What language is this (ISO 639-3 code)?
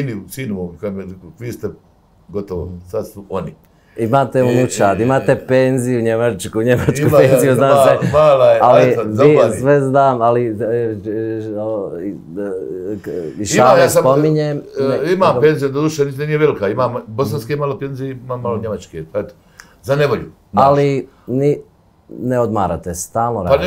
bos